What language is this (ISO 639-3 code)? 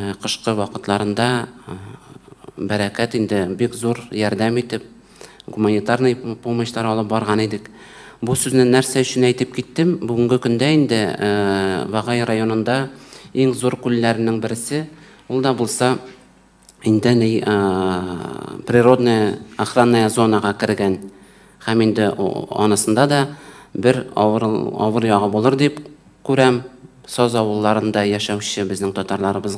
tat